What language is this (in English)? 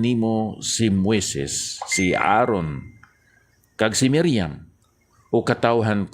Hiligaynon